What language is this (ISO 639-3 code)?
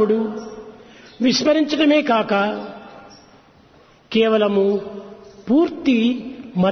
tel